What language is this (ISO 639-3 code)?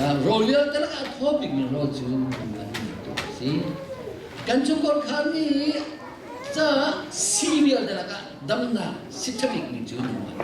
cnh